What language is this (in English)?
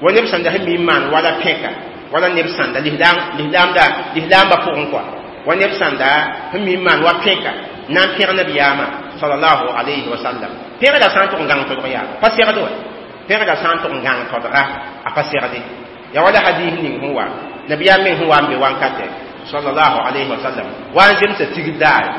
Mossi